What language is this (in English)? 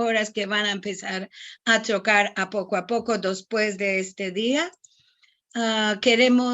Ladino